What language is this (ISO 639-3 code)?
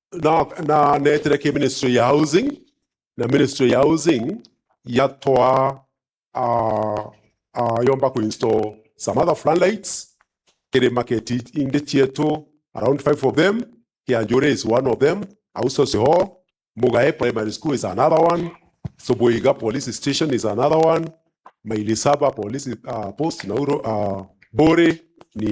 mer